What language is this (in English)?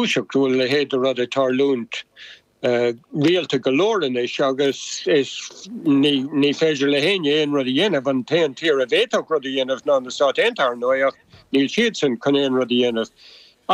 Irish